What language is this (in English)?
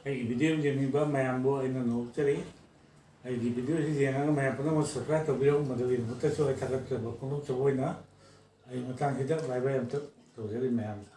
Manipuri